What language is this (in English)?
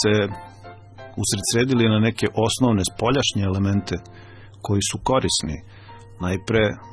Serbian